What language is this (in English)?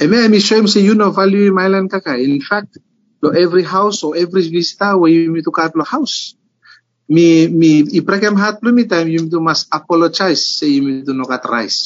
Bislama